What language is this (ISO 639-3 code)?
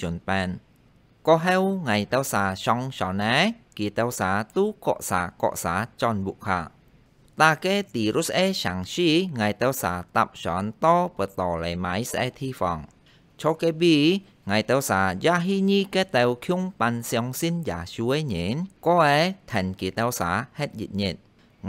hak